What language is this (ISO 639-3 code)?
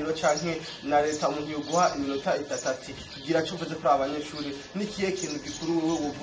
run